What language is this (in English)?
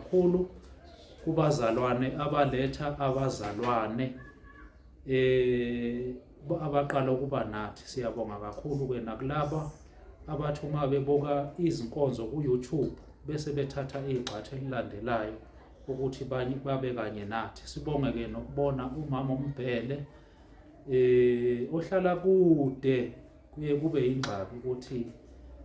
Zulu